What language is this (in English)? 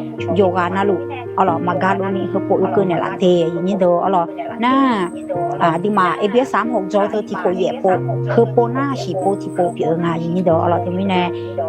Akha